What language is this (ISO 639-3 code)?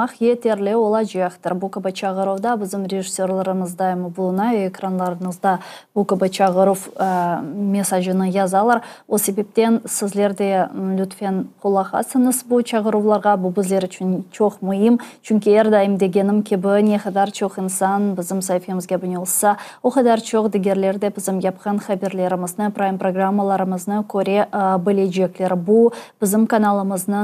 crh